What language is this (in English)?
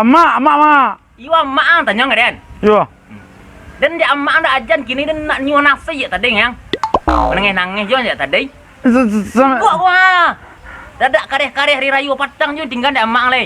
Minangkabau